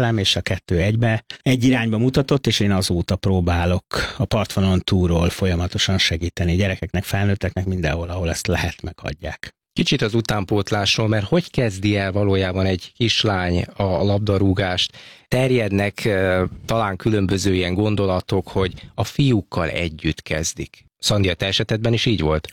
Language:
Hungarian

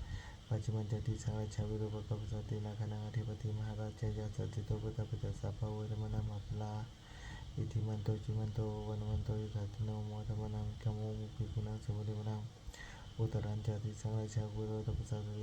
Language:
Pali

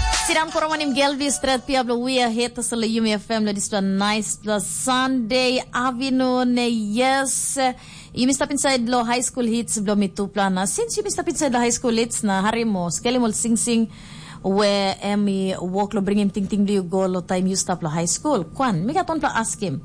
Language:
Tok Pisin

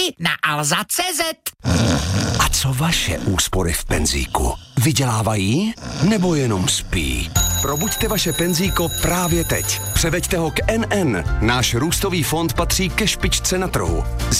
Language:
Czech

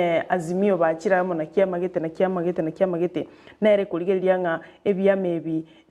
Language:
Gusii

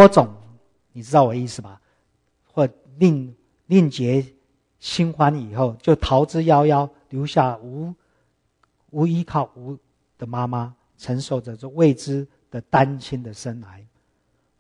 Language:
Chinese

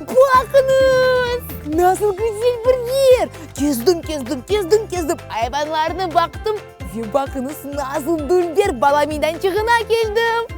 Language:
Crimean Tatar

